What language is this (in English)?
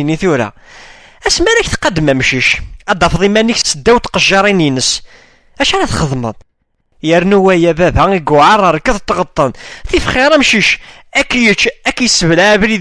Kabyle